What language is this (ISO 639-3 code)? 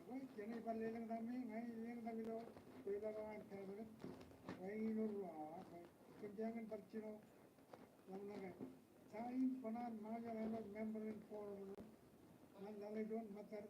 mah